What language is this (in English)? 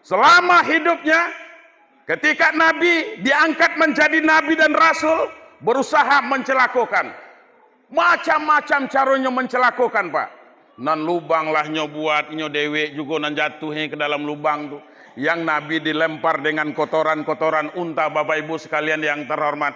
Minangkabau